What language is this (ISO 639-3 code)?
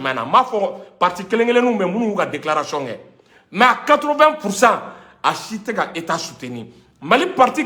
bam